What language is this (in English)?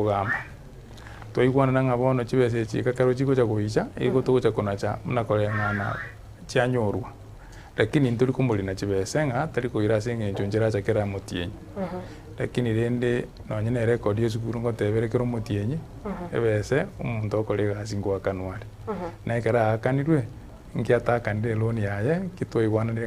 Gusii